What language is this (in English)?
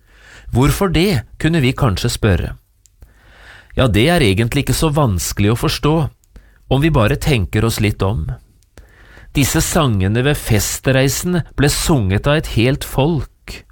Norwegian